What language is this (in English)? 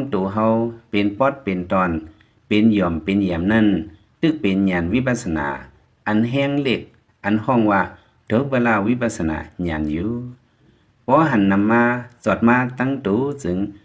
Lao